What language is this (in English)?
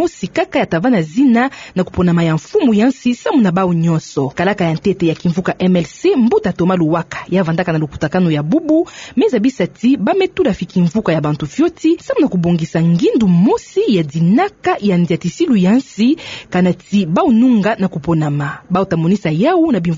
Kituba (Democratic Republic of Congo)